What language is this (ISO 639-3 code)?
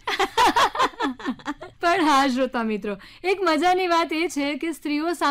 guj